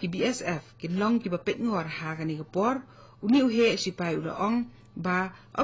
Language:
Khasi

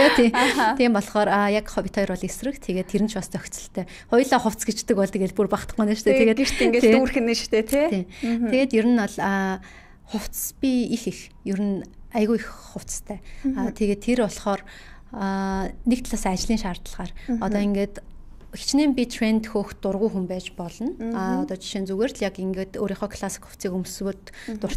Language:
Mongolian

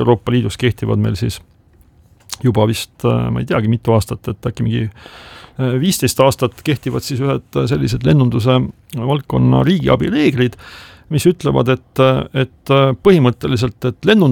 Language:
Estonian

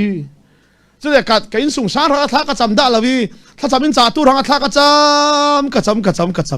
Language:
Falam Chin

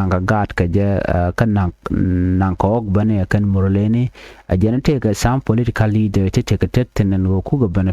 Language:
Nuer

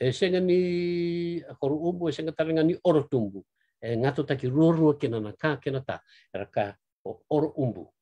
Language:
Fijian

